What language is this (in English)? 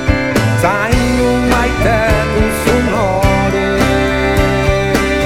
Basque